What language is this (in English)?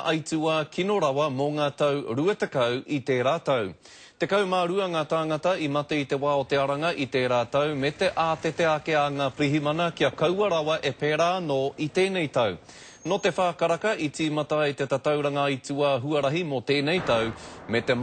Māori